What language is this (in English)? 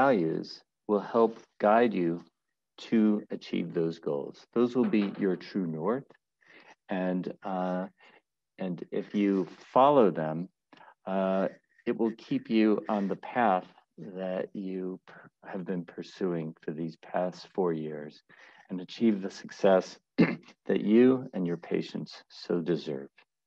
English